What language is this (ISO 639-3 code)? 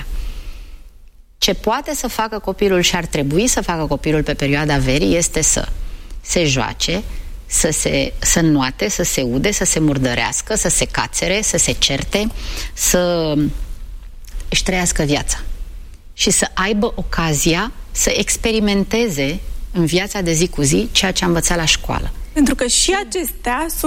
ron